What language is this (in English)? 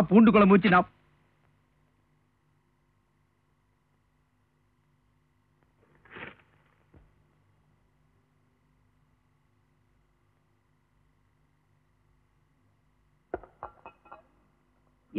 Tamil